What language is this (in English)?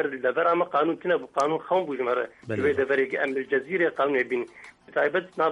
Kurdish